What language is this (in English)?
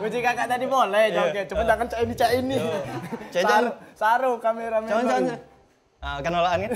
Musi